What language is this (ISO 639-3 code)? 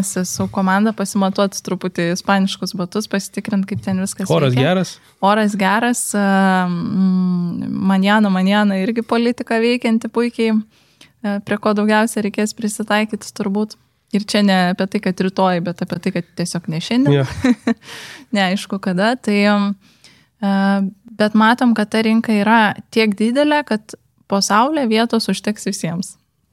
lit